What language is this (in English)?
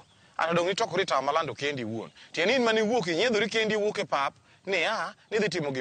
Luo (Kenya and Tanzania)